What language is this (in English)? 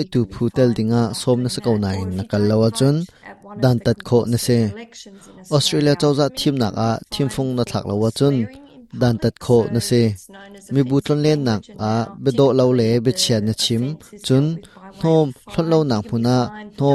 Hakha Chin